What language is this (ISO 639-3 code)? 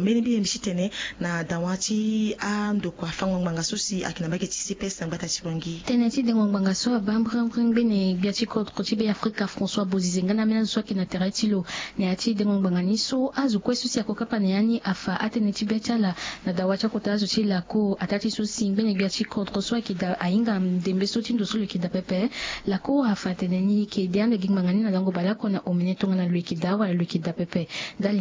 sag